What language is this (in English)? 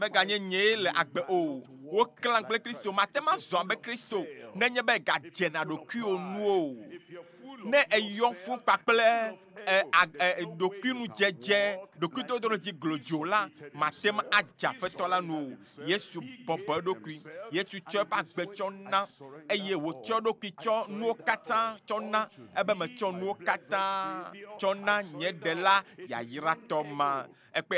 Ewe